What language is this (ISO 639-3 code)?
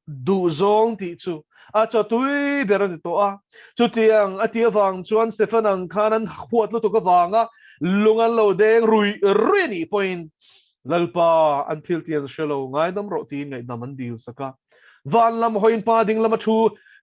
lus